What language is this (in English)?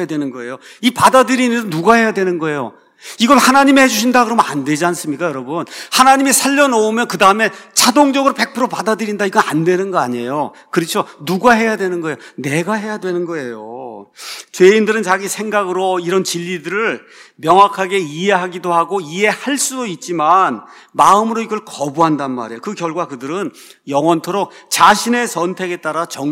Korean